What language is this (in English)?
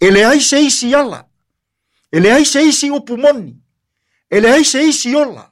Samoan